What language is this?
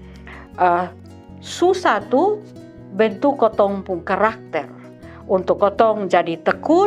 Kupang Malay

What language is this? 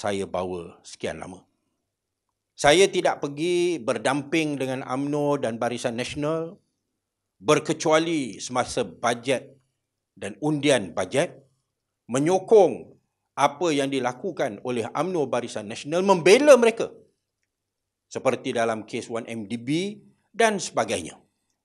Malay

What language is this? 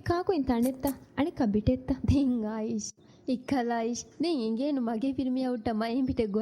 Divehi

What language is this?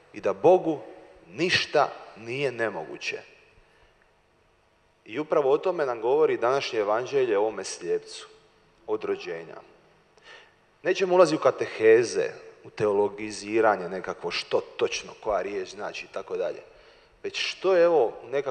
Croatian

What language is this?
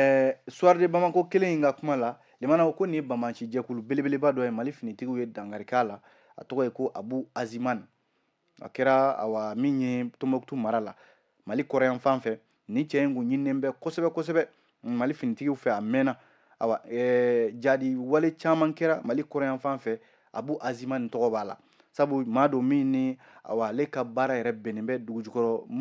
Bambara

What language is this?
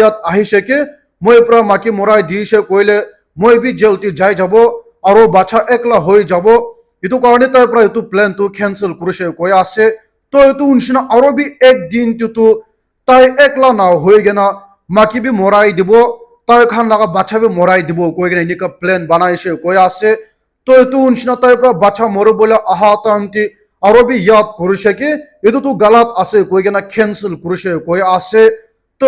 Naga Pidgin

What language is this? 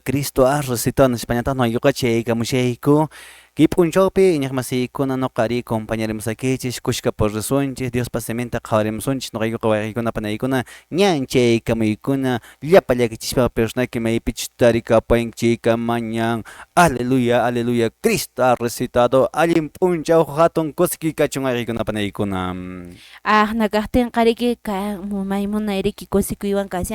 Quechua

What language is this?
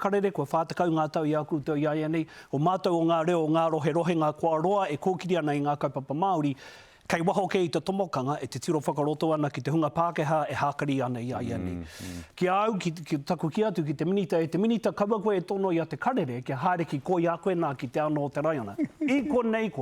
Māori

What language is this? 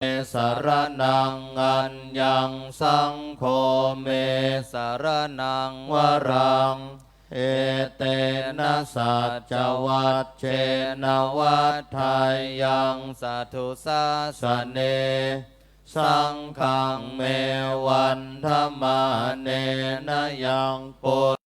Pali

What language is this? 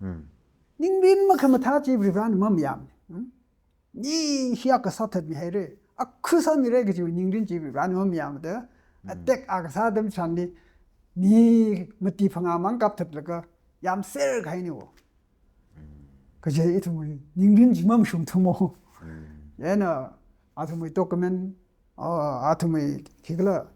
Tangkhul Naga (India)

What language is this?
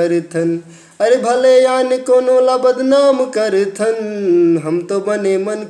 Chhattisgarhi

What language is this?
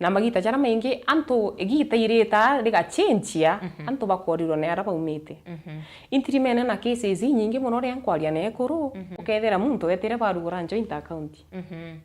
Meru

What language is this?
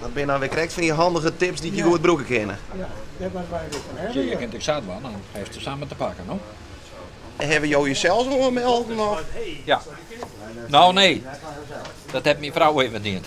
Western Frisian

